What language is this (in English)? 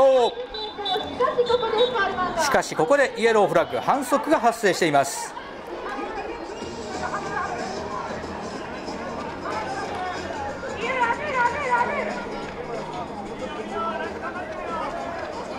Japanese